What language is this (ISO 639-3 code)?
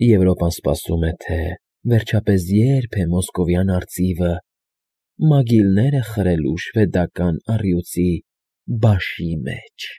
hye